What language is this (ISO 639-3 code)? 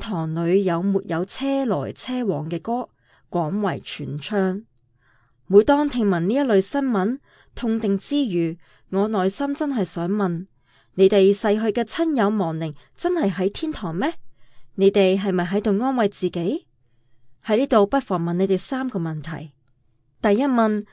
yue